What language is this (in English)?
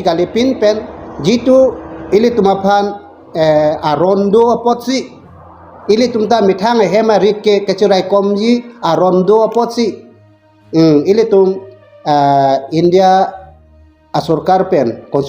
Karbi